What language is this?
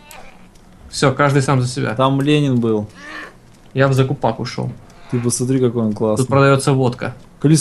Russian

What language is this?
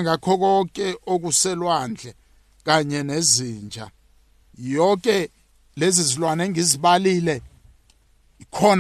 South Ndebele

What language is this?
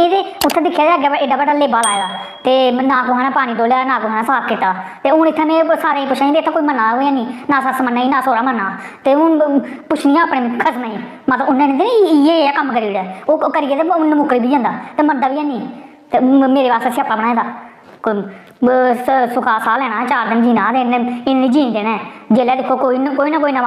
Dogri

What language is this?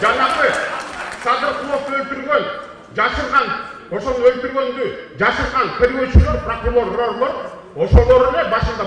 Kyrgyz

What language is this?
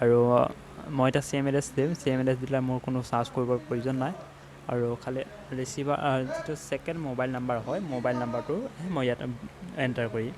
Assamese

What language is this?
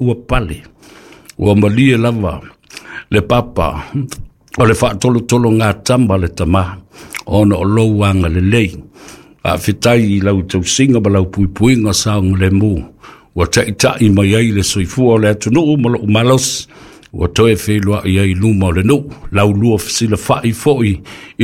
Samoan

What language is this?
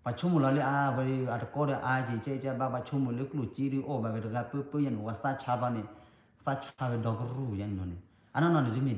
S'gaw Karen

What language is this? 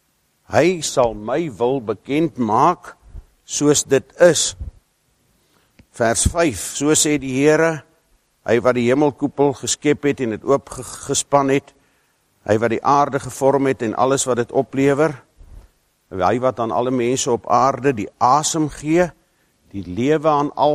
Afrikaans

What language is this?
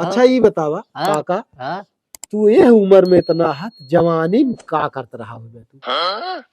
Awadhi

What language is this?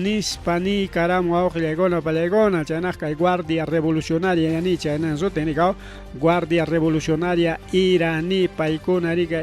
Ayacucho Quechua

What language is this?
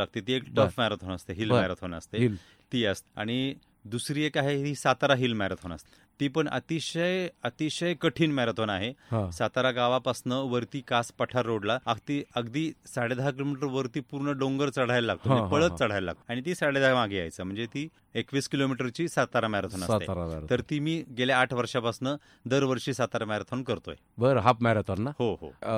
Marathi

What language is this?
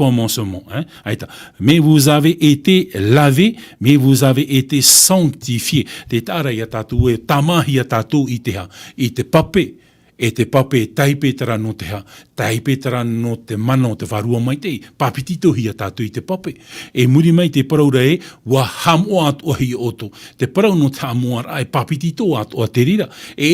Tahitian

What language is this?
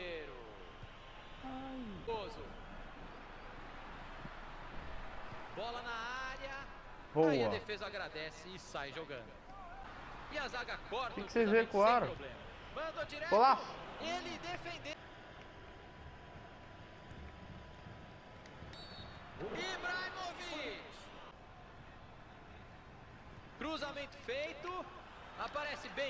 Portuguese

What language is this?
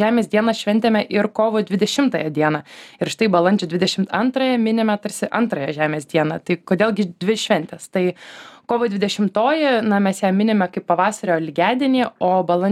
Lithuanian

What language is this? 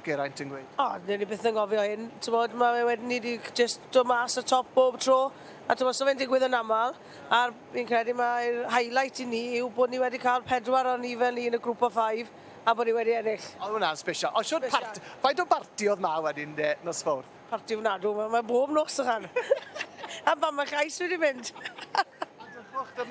Welsh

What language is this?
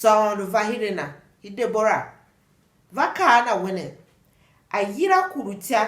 Tiv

